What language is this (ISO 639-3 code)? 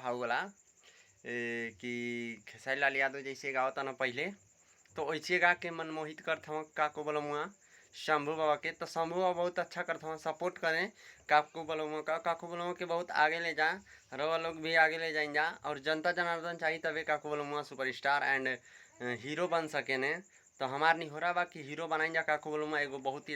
bho